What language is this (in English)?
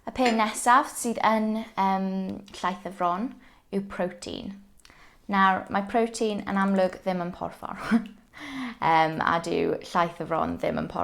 Welsh